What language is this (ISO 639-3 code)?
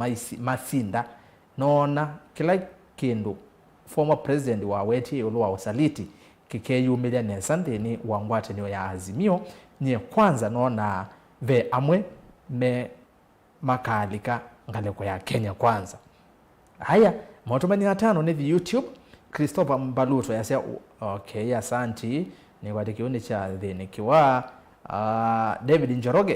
kam